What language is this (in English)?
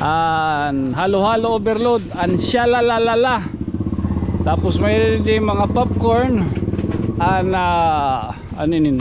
Waray